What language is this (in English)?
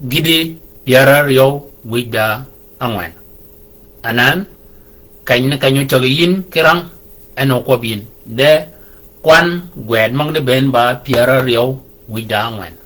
Shilluk